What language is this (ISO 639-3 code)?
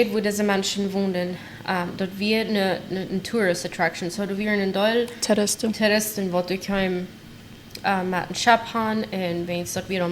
pdt